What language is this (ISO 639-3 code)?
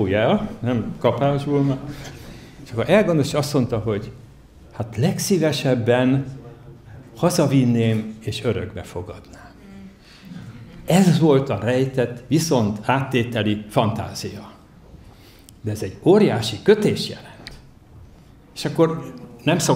hun